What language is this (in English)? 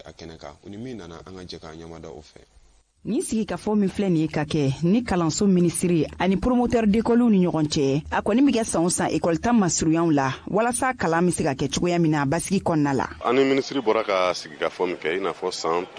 Bambara